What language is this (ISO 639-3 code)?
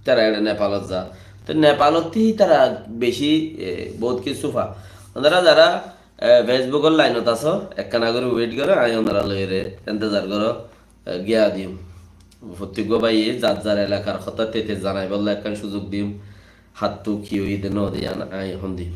rhg